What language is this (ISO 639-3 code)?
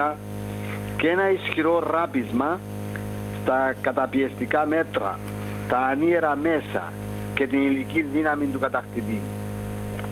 ell